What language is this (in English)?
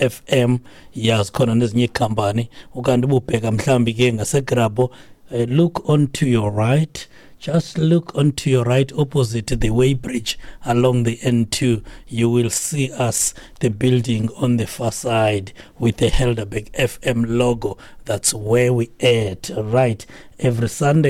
Xhosa